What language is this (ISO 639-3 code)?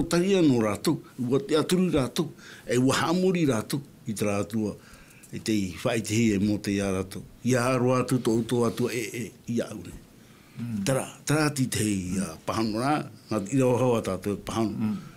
tah